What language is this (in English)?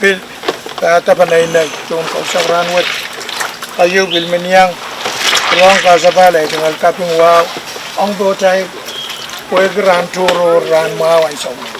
Pohnpeian